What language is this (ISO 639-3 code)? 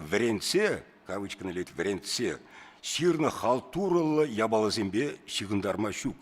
chv